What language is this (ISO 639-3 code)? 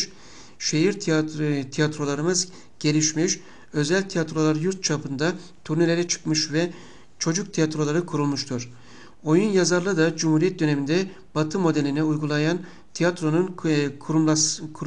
tur